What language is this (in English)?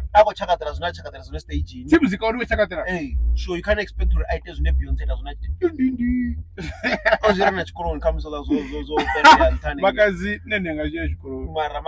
Venda